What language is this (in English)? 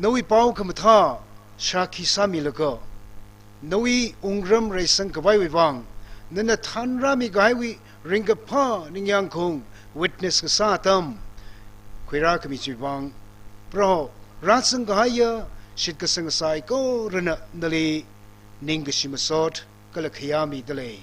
Tangkhul Naga (India)